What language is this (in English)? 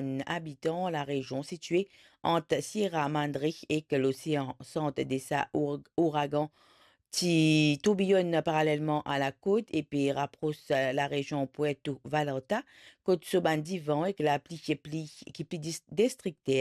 Morisyen